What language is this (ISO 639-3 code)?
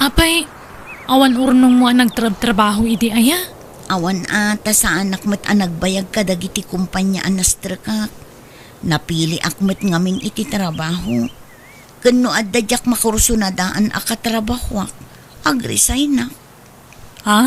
ilo